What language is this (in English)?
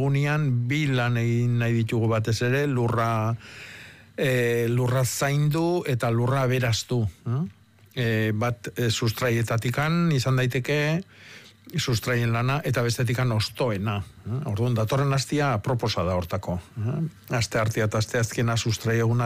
Basque